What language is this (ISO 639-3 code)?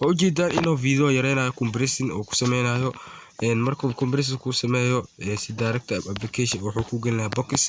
som